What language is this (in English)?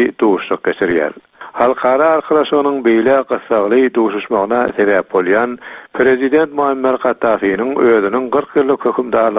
Turkmen